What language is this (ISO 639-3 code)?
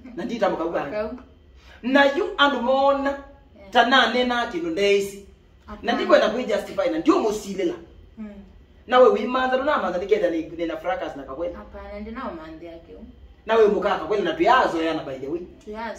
kam